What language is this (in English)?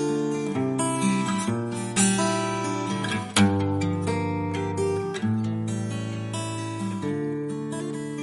Gagauz